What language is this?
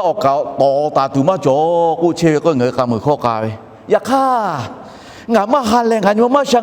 Lahu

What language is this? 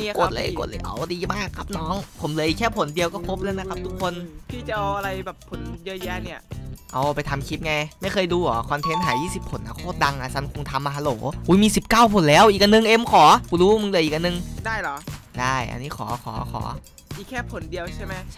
Thai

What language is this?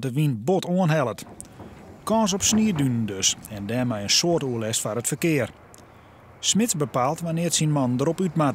Western Frisian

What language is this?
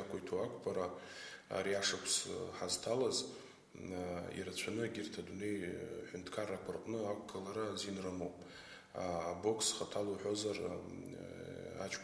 Abkhazian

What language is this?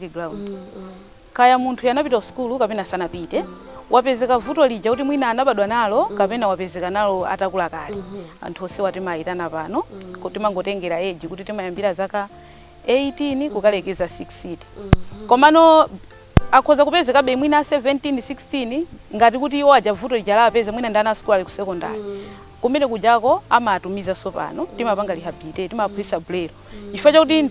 Nyanja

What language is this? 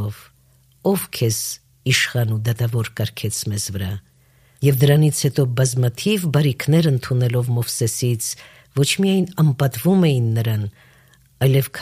Armenian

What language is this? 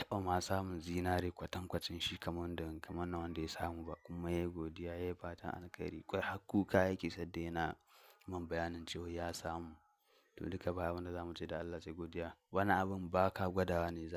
Hausa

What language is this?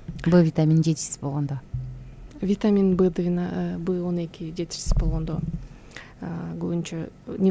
Kyrgyz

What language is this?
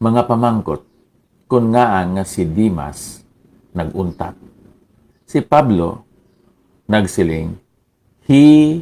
Hiligaynon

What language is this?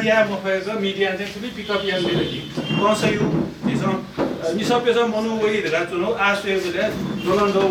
Newari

